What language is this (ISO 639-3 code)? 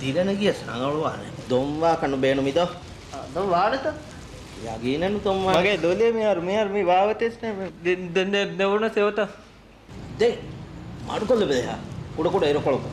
div